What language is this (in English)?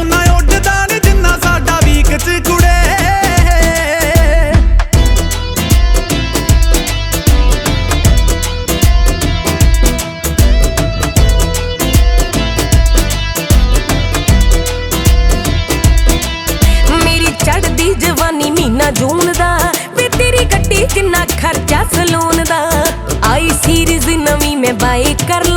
Punjabi